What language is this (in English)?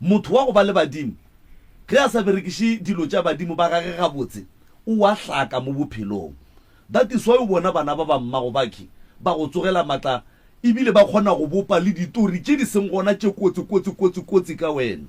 Northern Sotho